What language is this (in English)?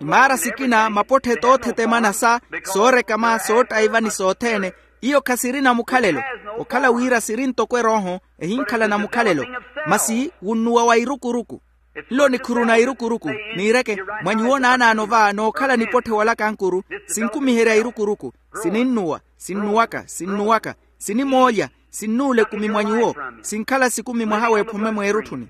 Makhuwa